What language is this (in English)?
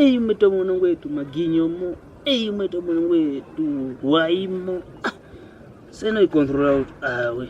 Kwangali